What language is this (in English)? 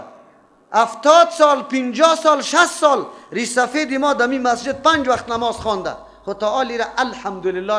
Persian